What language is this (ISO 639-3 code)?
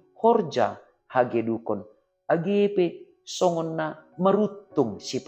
bts